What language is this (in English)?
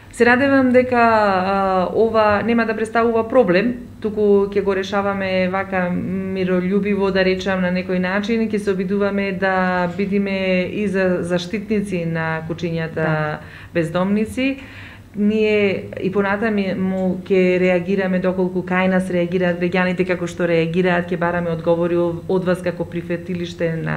Macedonian